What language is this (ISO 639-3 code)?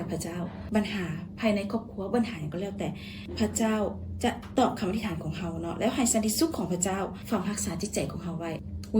lao